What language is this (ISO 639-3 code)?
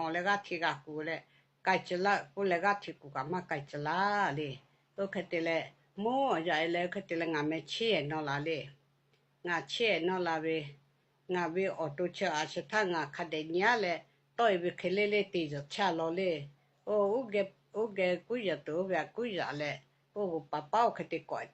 lhu